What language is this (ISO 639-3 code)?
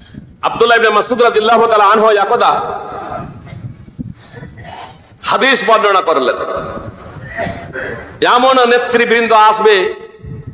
ben